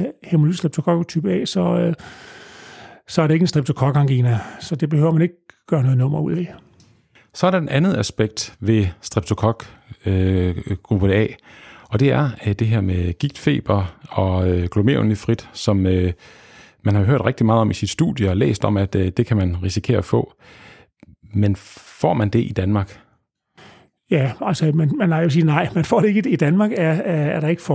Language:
Danish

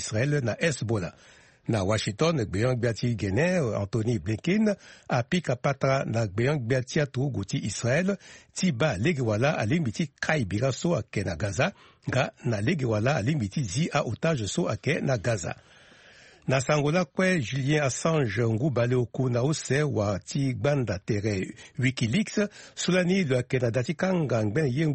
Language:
Sango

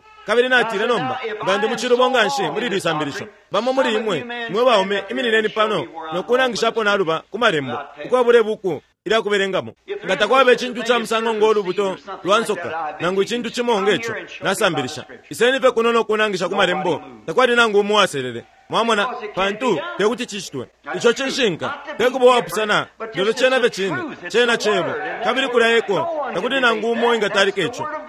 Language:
Bemba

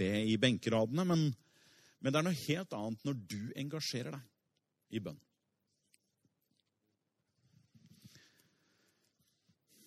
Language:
Norwegian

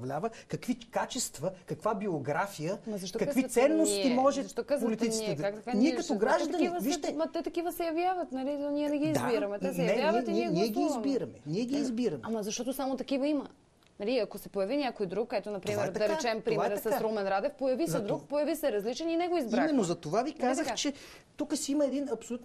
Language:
Bulgarian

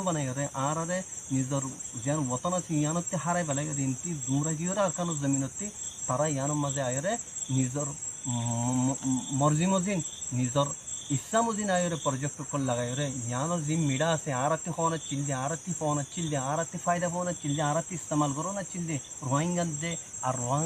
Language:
Rohingya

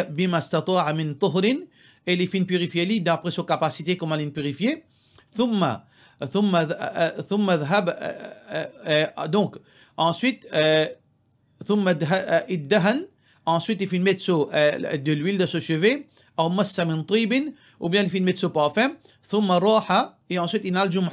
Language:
Morisyen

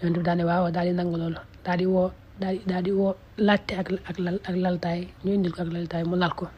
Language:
Wolof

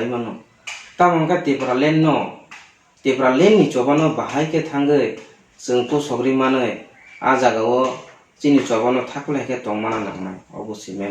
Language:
Kok Borok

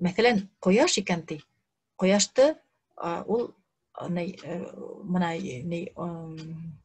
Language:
Bashkir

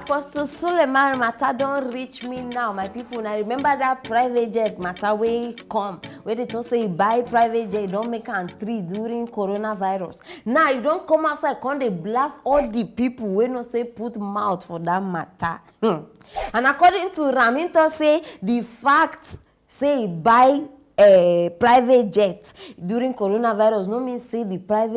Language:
Nigerian Pidgin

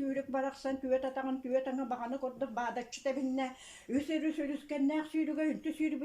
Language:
Yakut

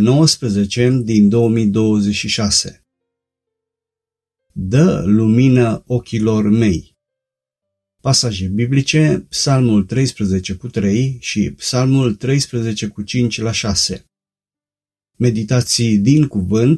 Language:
Romanian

